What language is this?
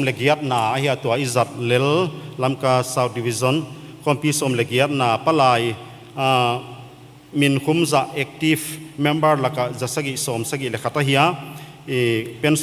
Paite Chin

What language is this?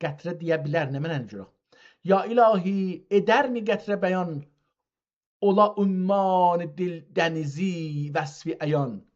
South Azerbaijani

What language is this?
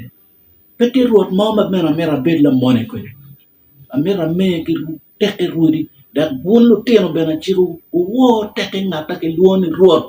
Acoli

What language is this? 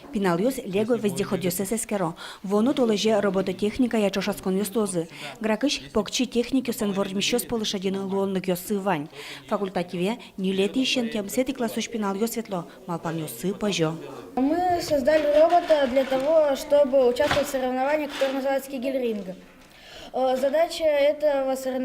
Udmurt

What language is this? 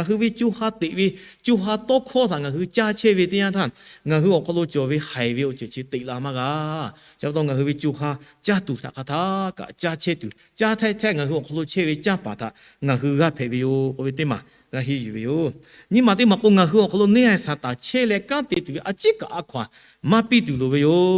Lahu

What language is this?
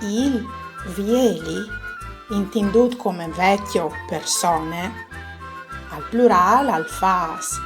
Friulian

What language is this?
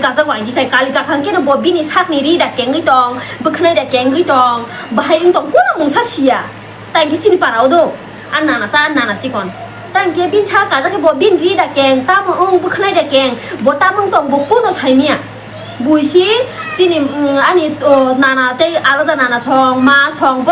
Kok Borok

